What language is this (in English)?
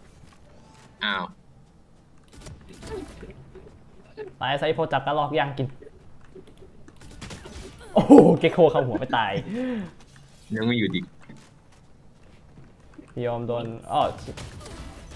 Thai